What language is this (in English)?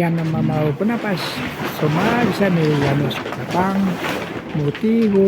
Imbabura Highland Quichua